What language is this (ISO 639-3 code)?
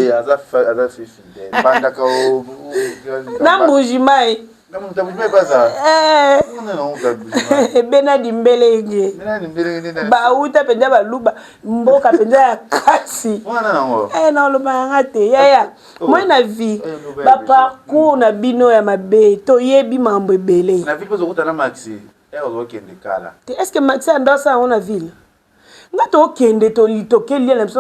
lin